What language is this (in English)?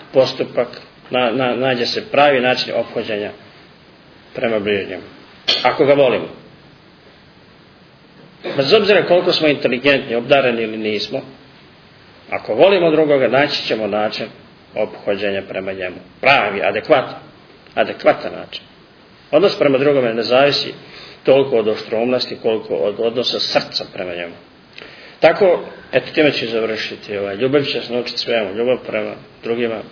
Serbian